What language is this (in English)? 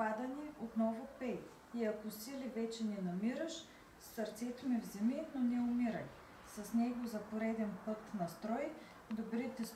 Bulgarian